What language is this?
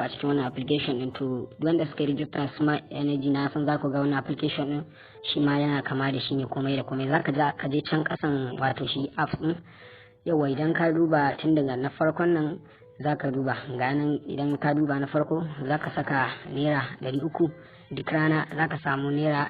Hausa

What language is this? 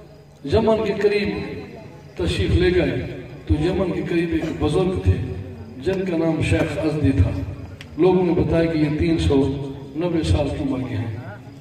Urdu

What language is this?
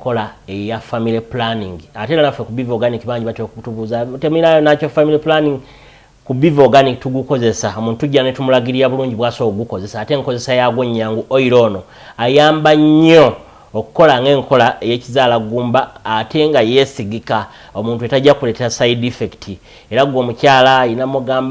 Ganda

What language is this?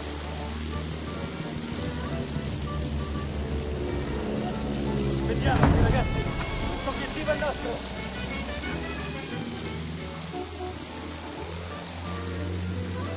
Italian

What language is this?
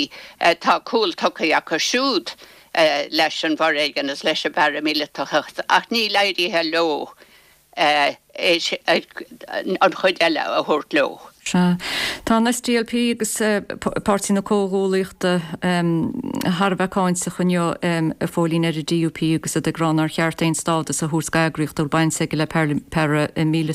Irish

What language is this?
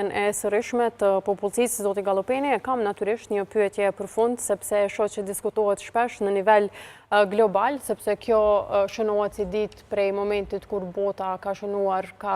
Albanian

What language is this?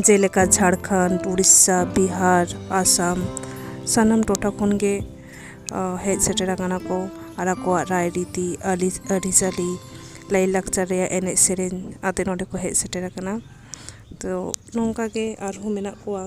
Santali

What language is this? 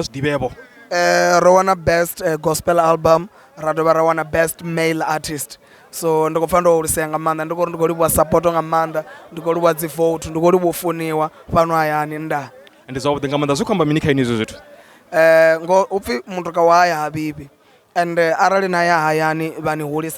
Venda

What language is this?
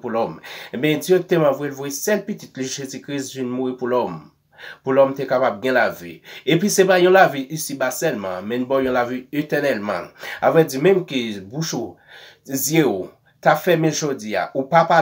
Haitian Creole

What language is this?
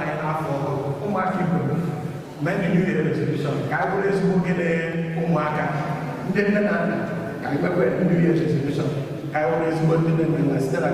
Igbo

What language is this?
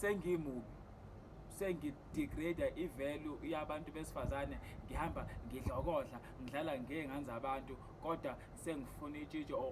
Zulu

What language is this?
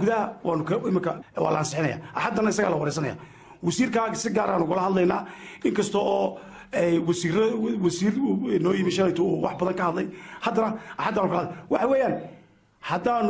Somali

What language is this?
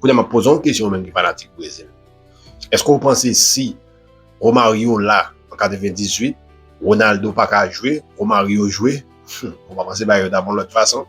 Haitian Creole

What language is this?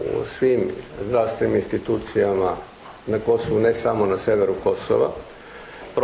Serbian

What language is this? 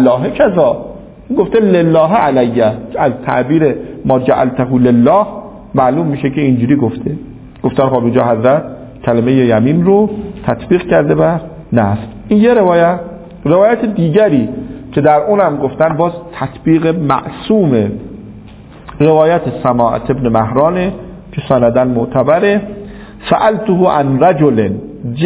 Persian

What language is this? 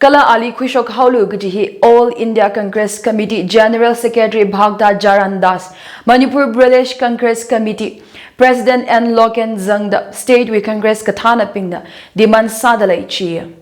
Tangkhul Naga (India)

